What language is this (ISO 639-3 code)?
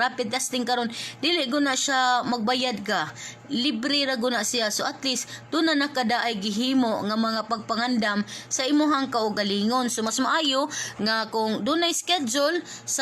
ceb